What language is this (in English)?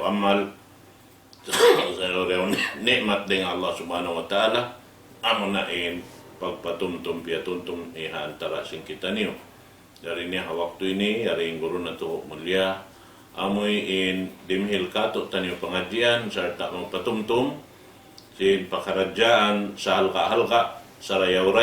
Tausug